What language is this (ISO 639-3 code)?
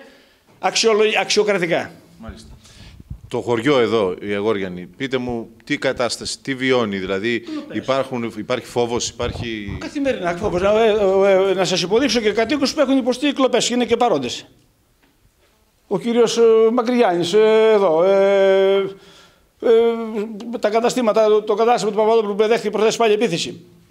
ell